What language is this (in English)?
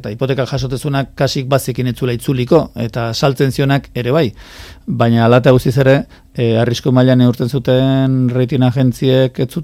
Basque